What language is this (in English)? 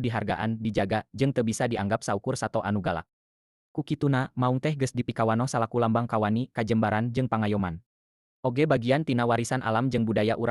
Sundanese